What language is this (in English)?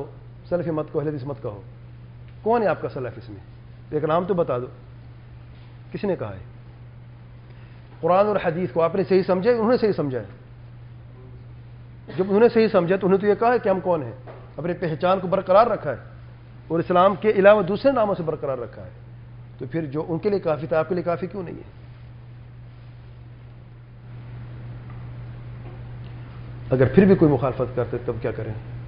Urdu